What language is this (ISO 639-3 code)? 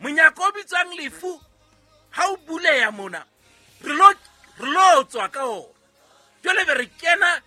sot